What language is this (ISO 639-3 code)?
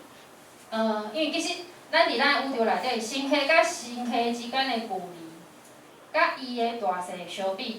nan